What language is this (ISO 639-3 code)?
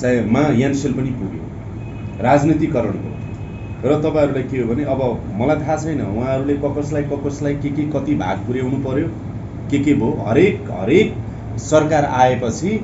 nep